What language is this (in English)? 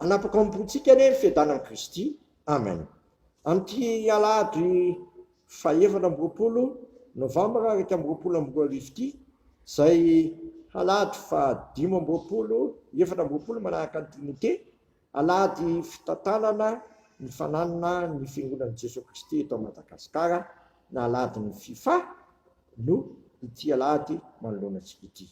Malagasy